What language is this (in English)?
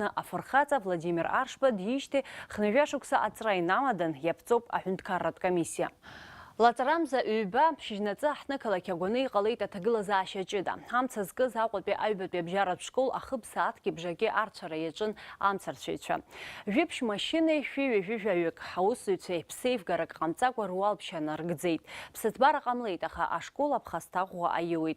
Abkhazian